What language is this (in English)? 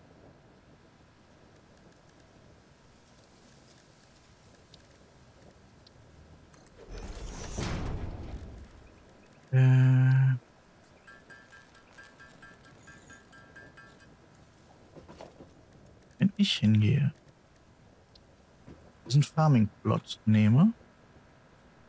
German